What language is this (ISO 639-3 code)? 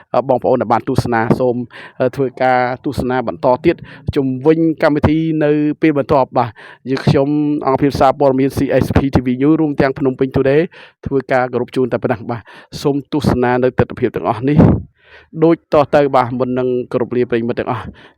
khm